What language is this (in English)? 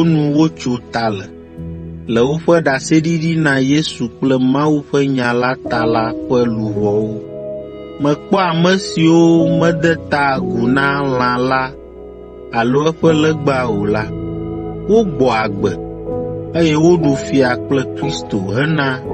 Ewe